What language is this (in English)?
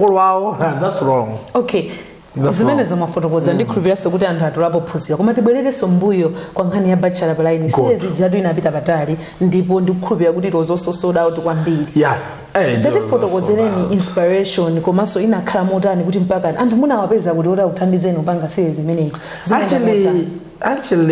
Nyanja